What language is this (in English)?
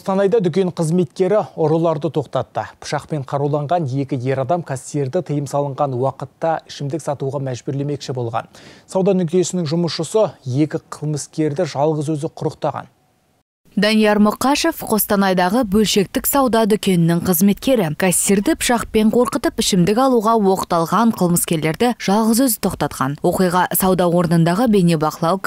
Kazakh